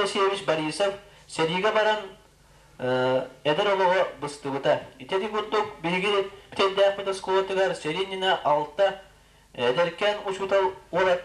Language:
Yakut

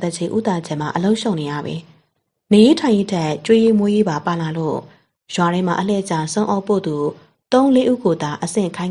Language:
Burmese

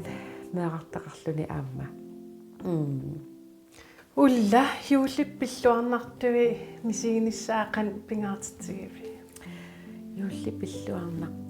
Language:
Kalaallisut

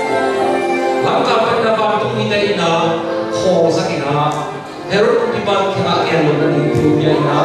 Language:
Tedim Chin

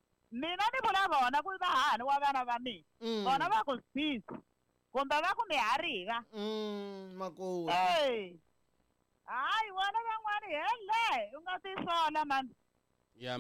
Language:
Tsonga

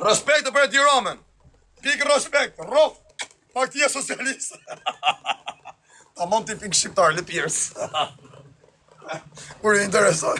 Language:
Albanian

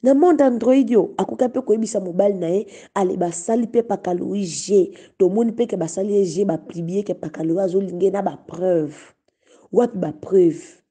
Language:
Lingala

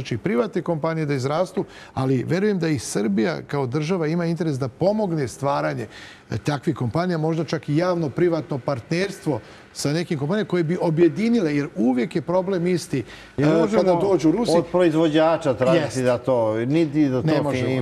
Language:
Serbian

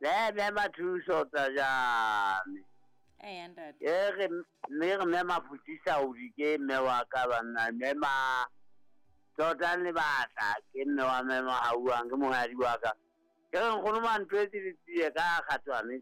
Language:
Southern Sotho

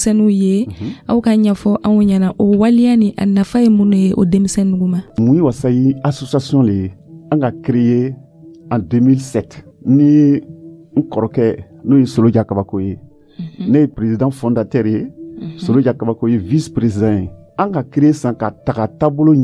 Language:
Dyula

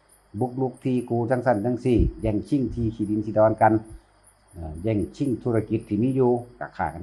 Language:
Northeastern Thai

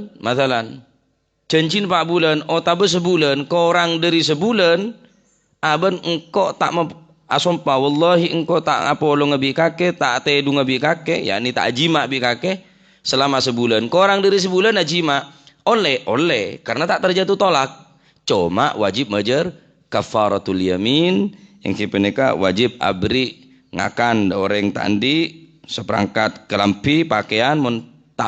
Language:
Madurese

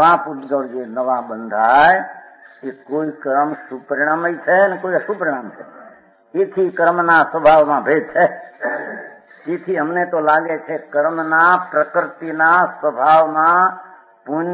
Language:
Gujarati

